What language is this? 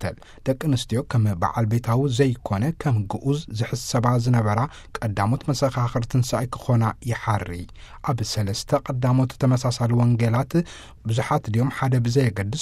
Tigrinya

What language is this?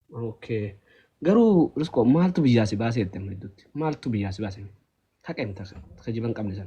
Oromo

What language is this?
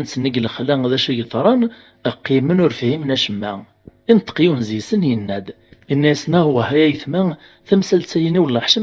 Kabyle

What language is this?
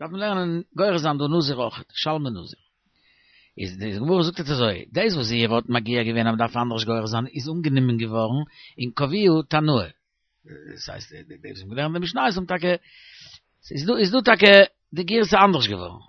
Yiddish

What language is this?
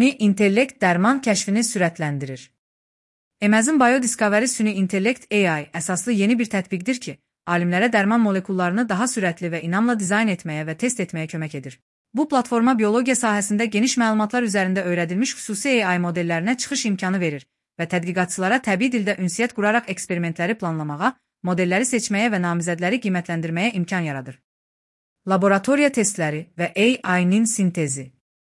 Azerbaijani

